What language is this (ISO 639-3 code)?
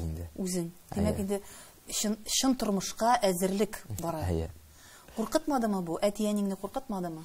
tat